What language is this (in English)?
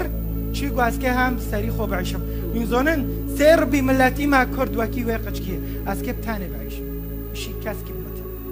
Kurdish